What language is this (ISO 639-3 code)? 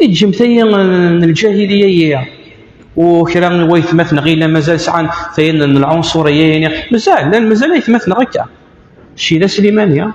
kab